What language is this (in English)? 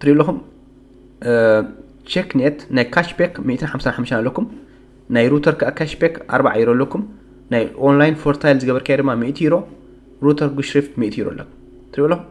Tigrinya